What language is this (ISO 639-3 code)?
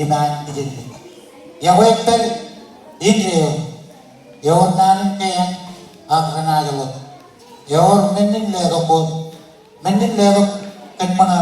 mah